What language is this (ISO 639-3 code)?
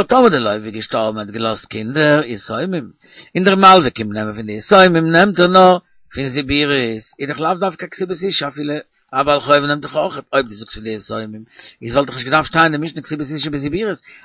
yid